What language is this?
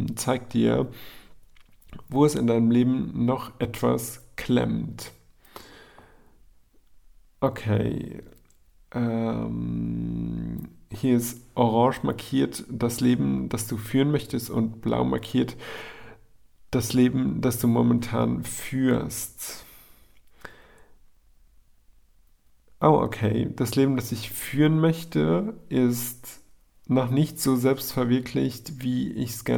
German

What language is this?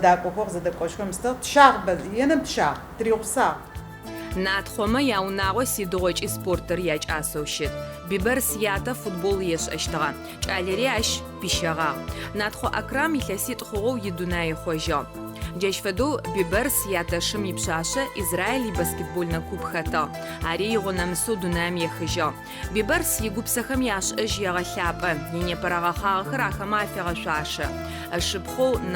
Adyghe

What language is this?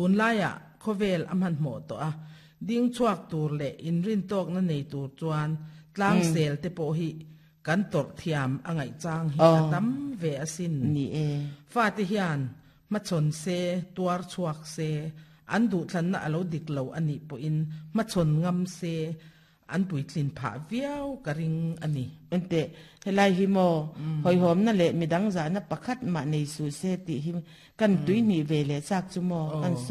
Mizo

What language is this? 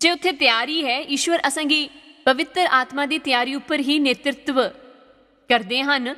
Dogri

